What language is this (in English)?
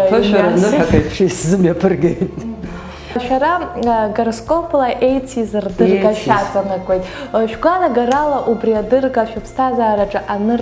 Abkhazian